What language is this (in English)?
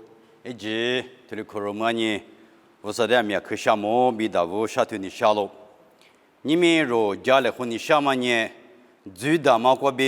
Lisu